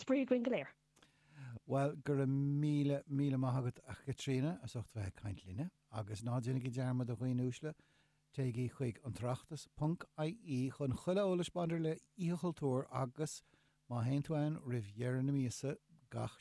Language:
Irish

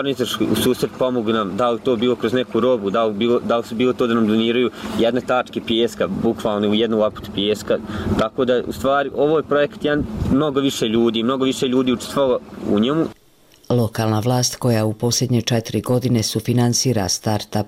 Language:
Bosnian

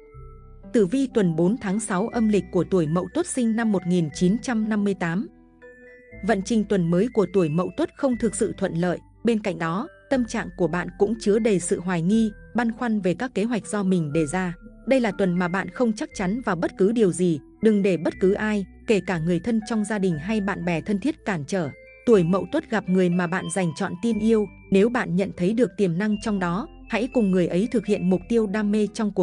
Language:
Vietnamese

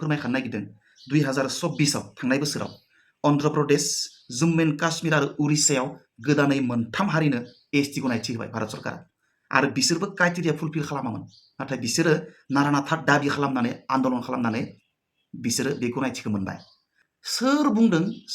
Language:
Bodo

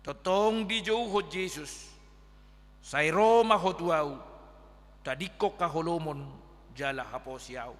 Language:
Batak Toba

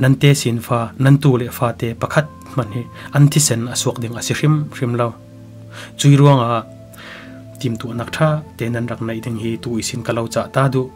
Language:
Falam Chin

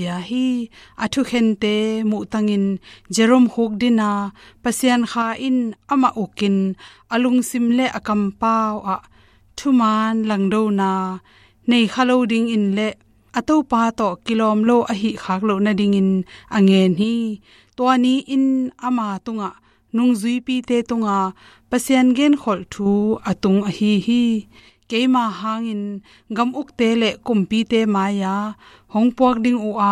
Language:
Tedim Chin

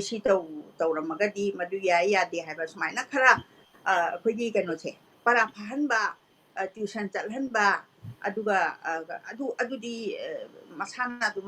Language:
Manipuri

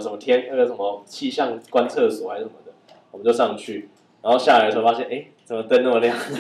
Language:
Chinese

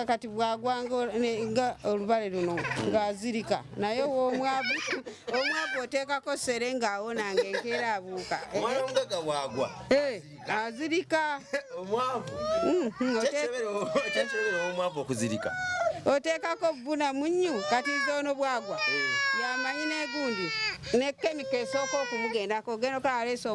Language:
Ganda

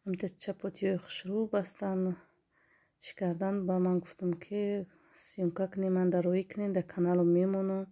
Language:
Tajik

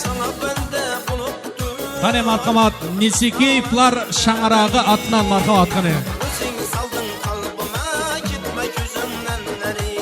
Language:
Kara-Kalpak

